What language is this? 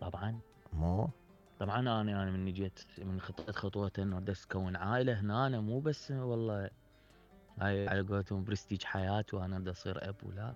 Mesopotamian Arabic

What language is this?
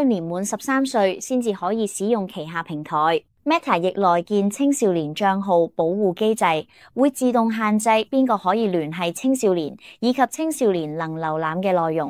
Cantonese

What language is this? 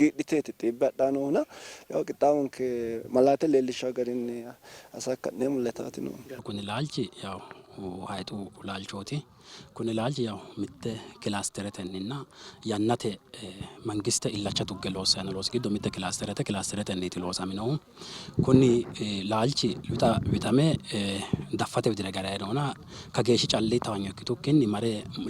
Sidamo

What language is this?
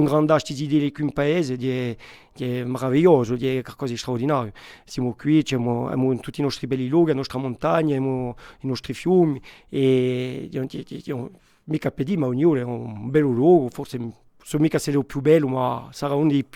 Corsican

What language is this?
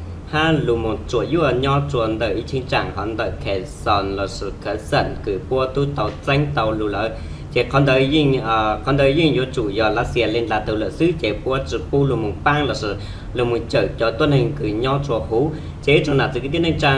Hmong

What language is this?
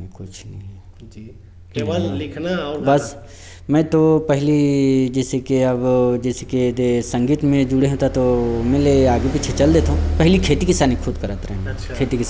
Chhattisgarhi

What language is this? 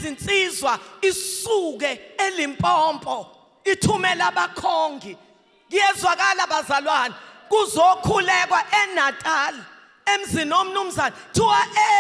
Zulu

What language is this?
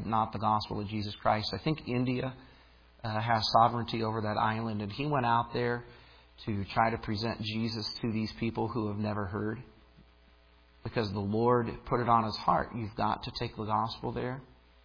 English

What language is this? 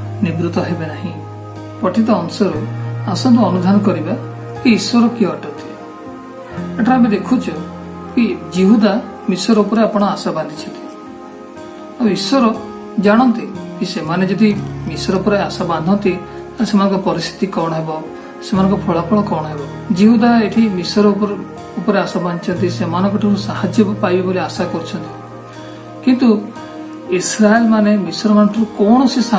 Odia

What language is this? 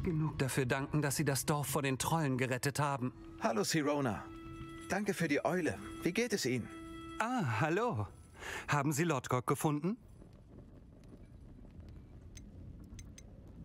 German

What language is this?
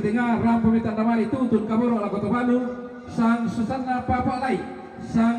Toraja-Sa'dan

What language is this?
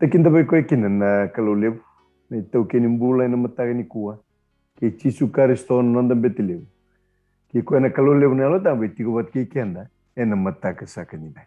Fijian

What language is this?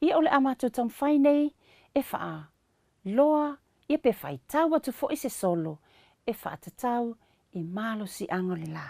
Samoan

